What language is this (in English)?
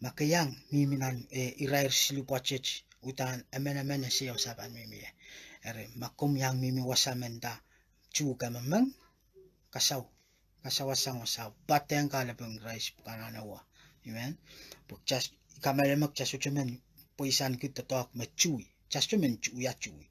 Pohnpeian